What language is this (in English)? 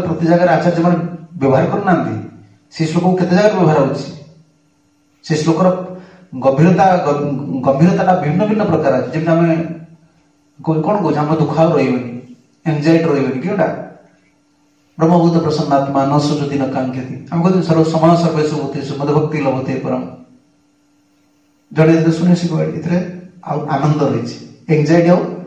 Odia